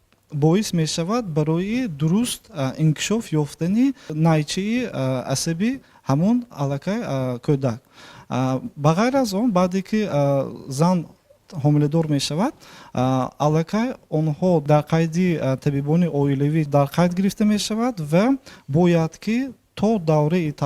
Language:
Tajik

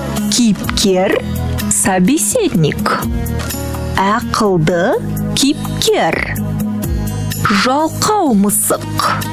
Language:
Kazakh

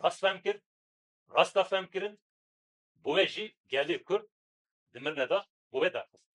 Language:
Kurdish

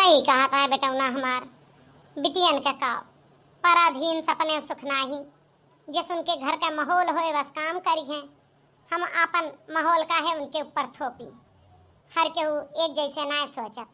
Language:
Awadhi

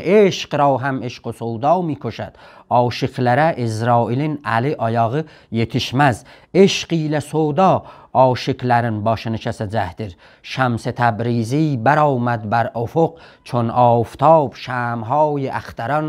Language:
South Azerbaijani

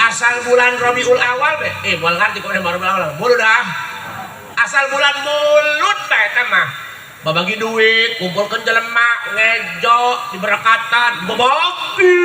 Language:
Sundanese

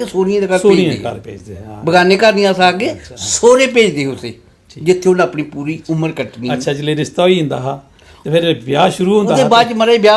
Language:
Dogri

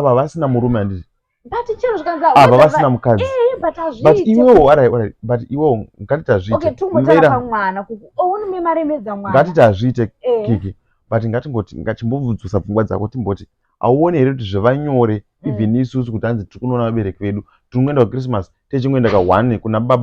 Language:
Shona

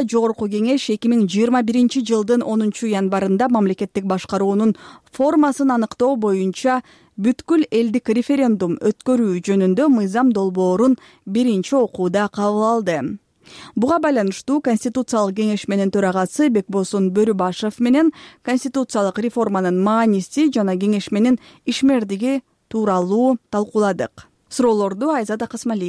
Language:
Kyrgyz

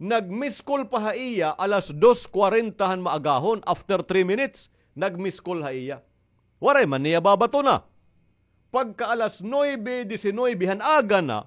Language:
Waray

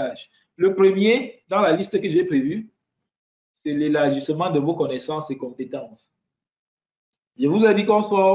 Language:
French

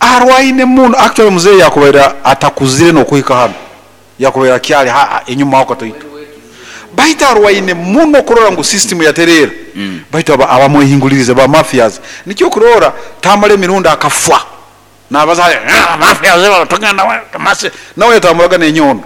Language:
Nyoro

